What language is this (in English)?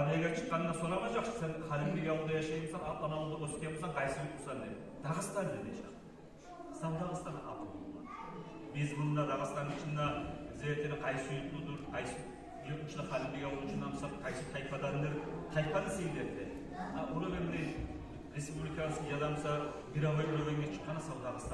Kumyk